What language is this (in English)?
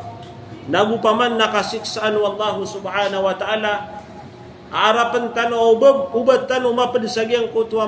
Maranao